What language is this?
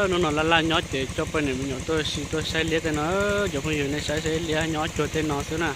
Hmong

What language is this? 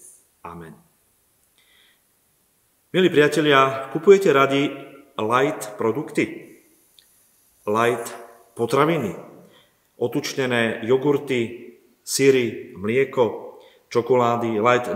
Slovak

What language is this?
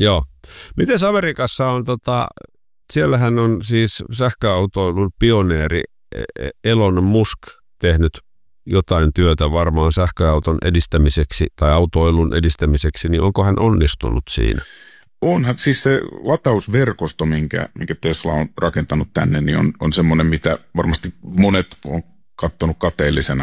Finnish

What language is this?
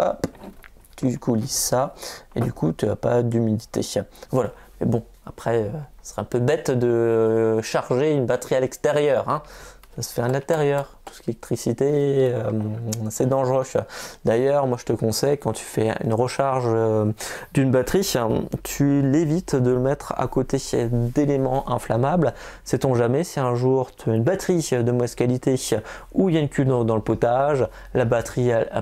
French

